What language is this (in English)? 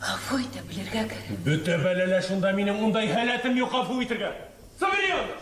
Bashkir